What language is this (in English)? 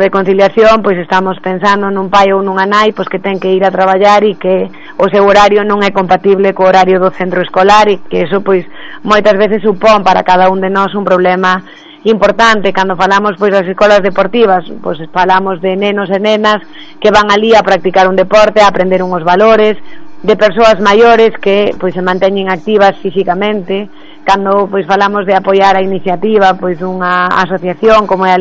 Galician